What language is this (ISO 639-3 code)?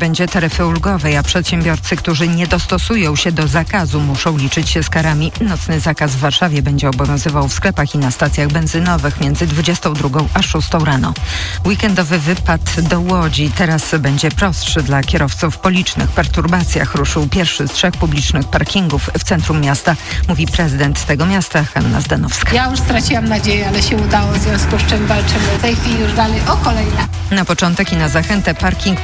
pol